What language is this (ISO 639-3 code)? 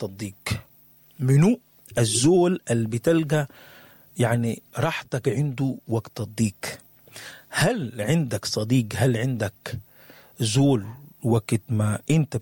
apd